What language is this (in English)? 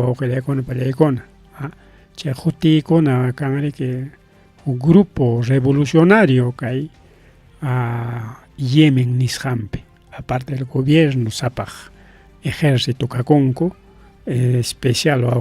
Ayacucho Quechua